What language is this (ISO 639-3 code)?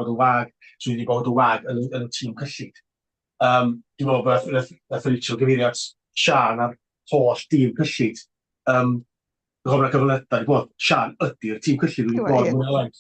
cym